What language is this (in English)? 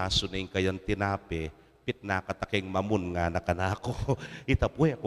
Pampanga